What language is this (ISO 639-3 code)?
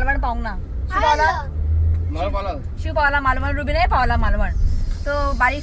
kok